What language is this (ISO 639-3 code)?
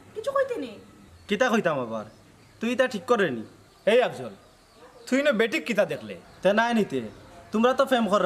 syl